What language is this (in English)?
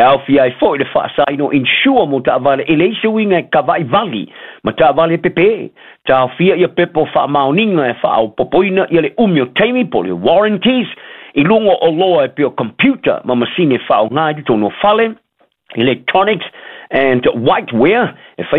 Samoan